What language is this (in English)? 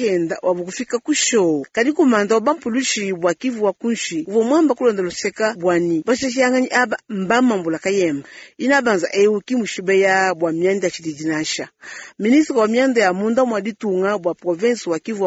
Luba-Lulua